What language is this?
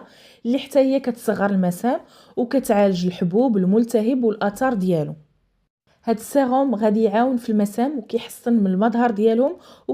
Moroccan Arabic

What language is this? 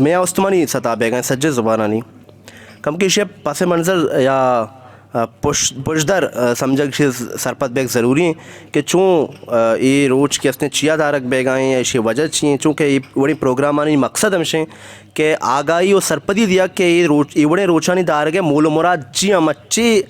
Eastern Balochi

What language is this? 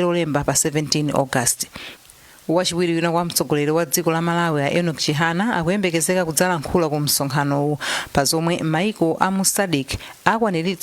Nyanja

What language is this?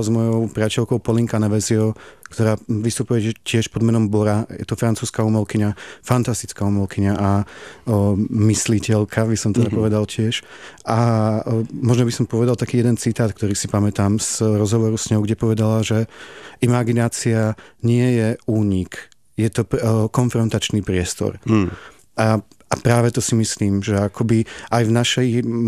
Slovak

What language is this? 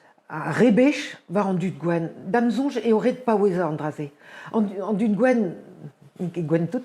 Breton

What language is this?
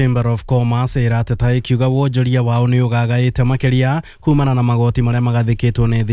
Kikuyu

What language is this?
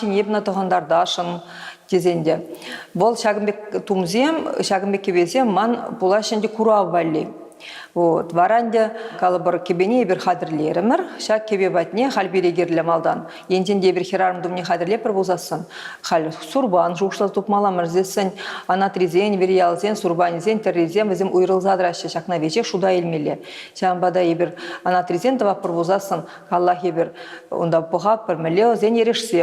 Chuvash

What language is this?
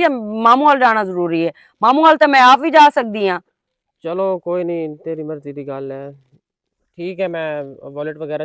Western Panjabi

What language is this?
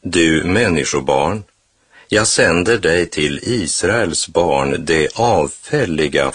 Swedish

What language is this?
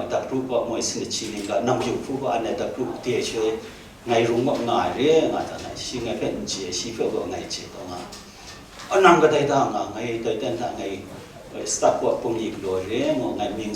Kachin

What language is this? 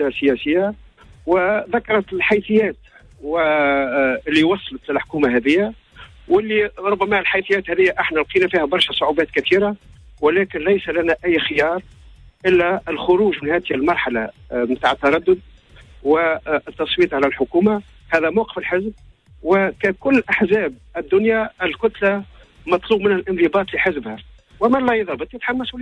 Tunisian Arabic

